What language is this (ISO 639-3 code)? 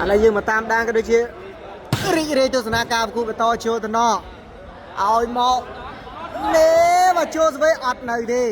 khm